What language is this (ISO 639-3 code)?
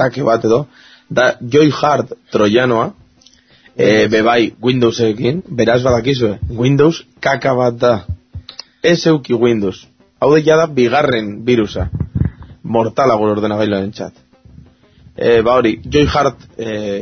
eus